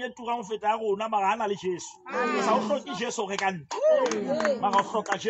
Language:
Southern Sotho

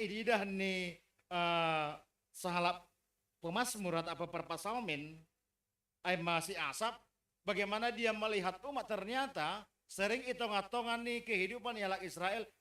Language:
Batak Simalungun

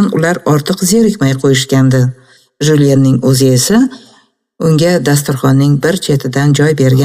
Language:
Uzbek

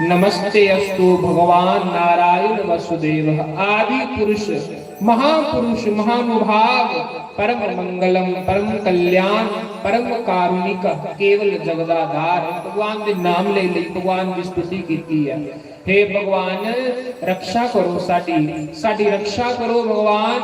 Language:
Dogri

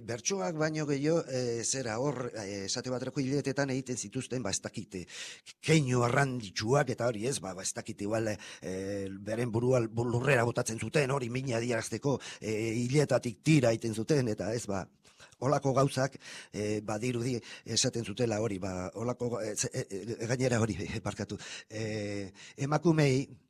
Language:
Basque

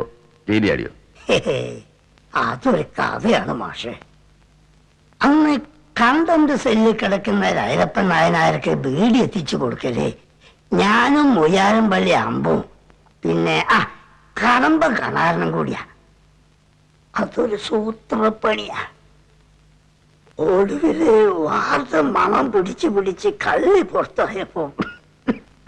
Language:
Malayalam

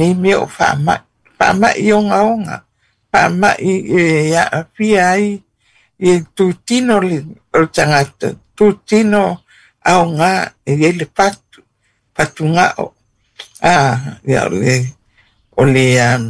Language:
Samoan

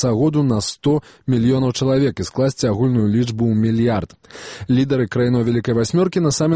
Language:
Belarusian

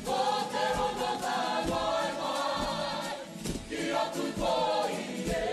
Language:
Māori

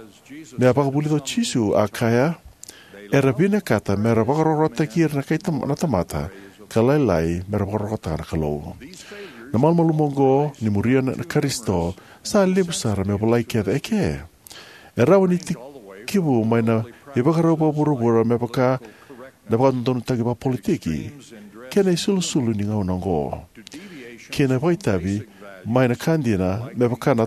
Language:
Fijian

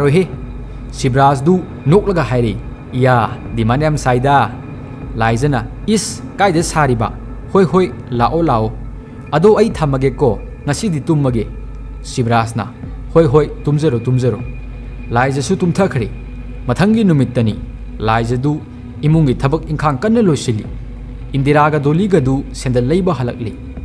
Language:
Manipuri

